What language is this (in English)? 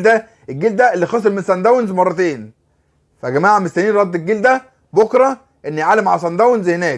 Egyptian Arabic